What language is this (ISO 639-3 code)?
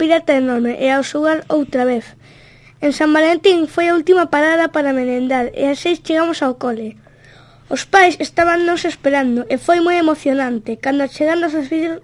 glg